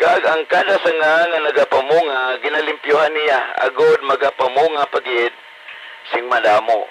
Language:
Hiligaynon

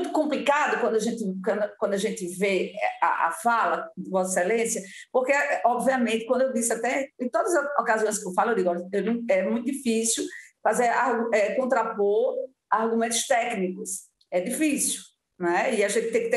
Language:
Portuguese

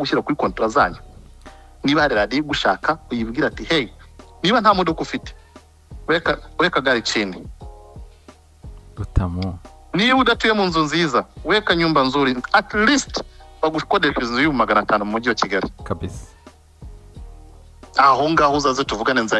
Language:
Kinyarwanda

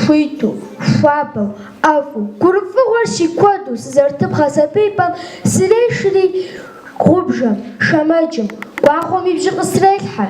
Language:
Kabardian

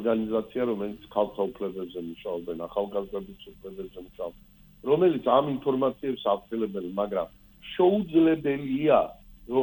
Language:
Georgian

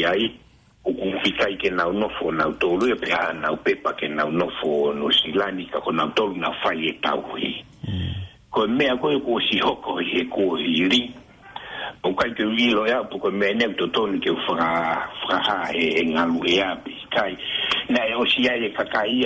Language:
Tongan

